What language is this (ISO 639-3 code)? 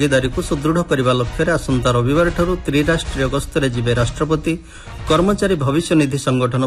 ori